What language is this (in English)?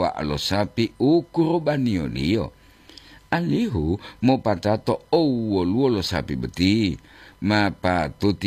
Gorontalo